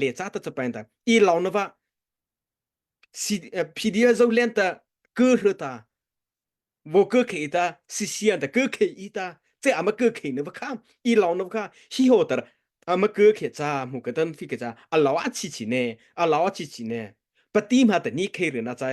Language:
Mara Chin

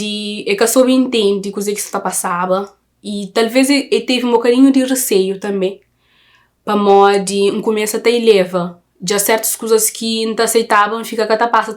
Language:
Kabuverdianu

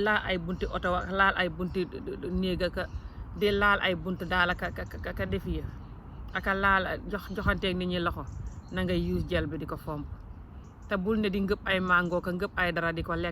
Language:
Wolof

